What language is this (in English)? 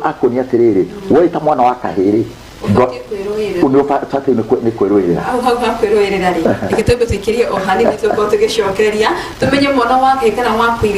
Kikuyu